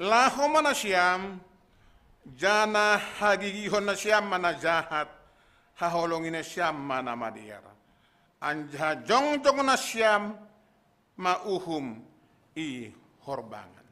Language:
Batak Simalungun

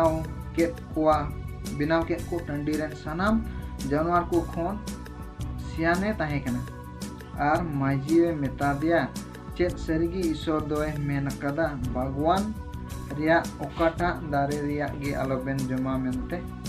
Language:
Santali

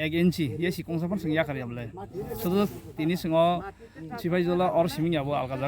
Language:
Kok Borok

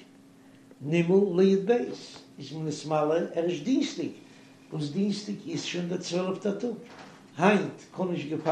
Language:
Yiddish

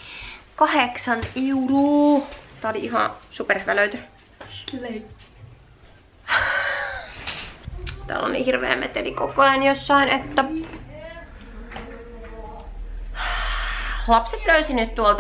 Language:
Finnish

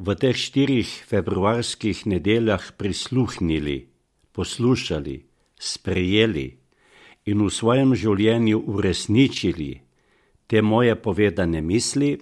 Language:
Slovenian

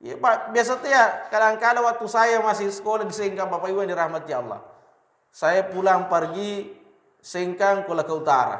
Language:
Buginese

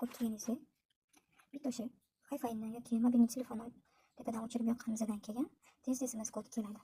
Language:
Uzbek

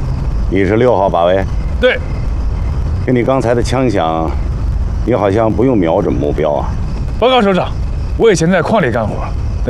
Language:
Chinese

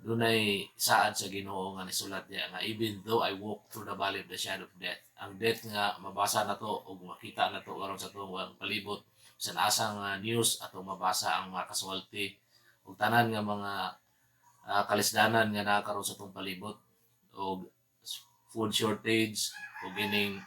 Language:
Cebuano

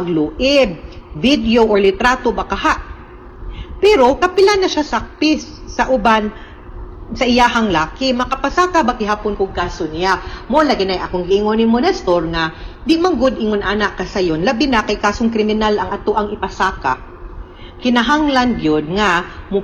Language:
Cebuano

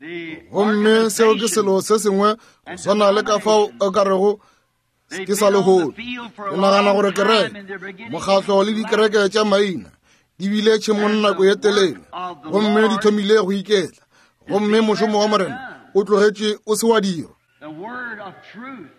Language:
Northern Sotho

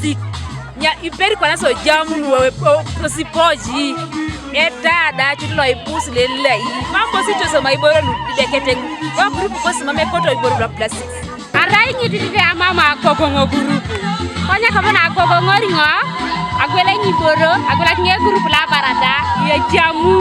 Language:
Teso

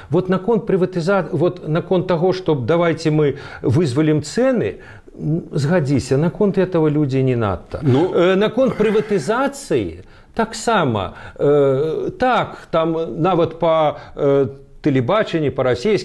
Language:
Belarusian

